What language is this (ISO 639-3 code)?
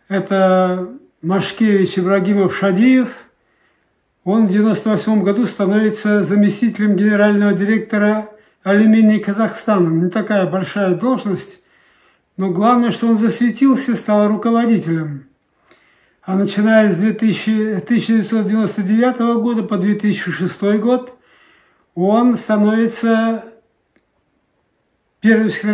rus